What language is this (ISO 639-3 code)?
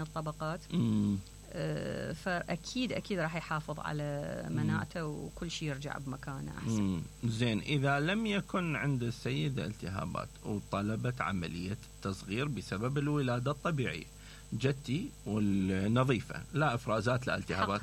acm